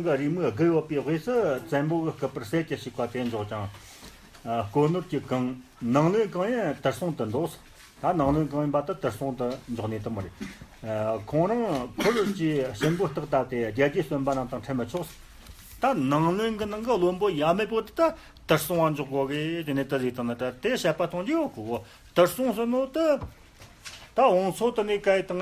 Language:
Tibetan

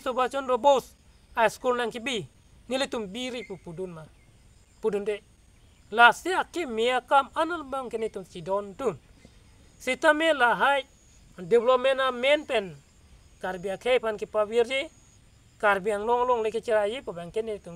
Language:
Karbi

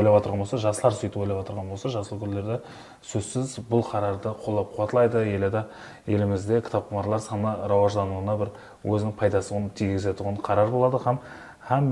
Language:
Kara-Kalpak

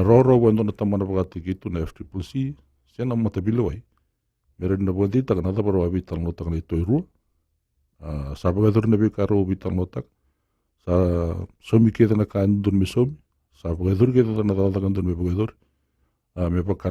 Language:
Fijian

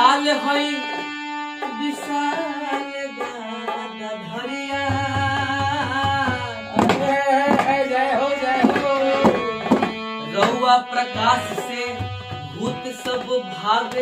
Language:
Bhojpuri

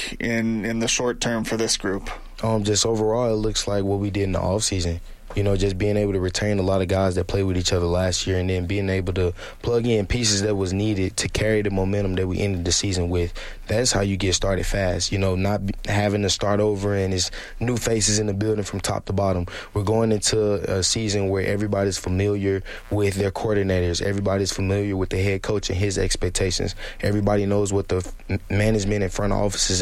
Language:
English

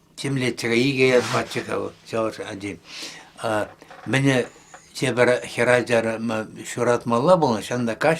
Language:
Chuvash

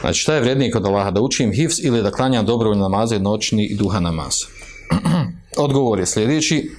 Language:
Bosnian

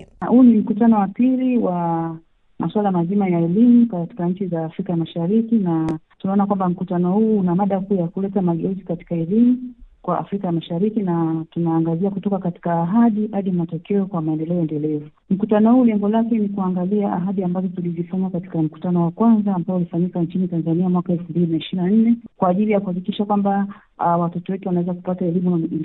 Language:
Swahili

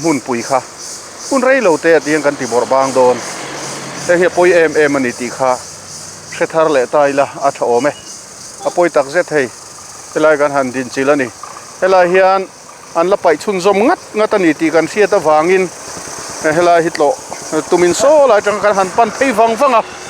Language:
Mizo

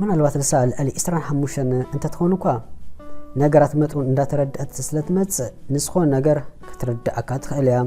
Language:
Tigrinya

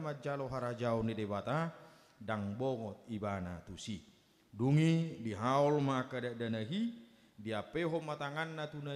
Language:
Batak Toba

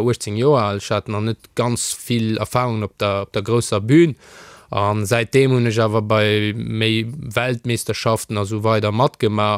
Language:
Luxembourgish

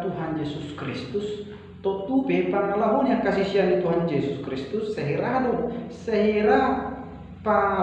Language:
Batak Toba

